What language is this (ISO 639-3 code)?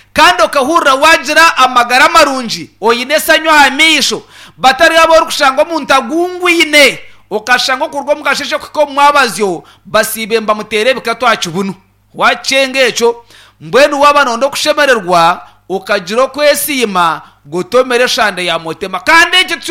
nyn